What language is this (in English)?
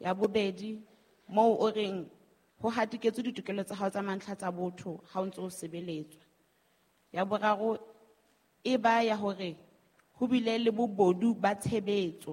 Southern Sotho